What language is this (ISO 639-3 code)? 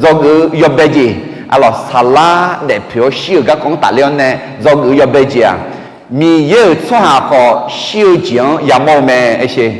ahk